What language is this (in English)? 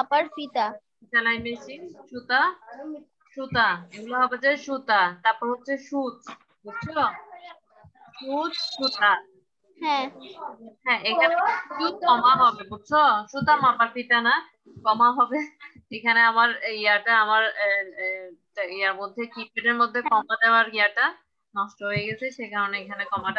Bangla